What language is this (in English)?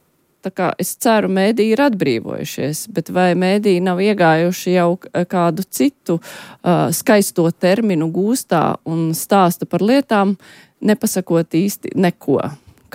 Latvian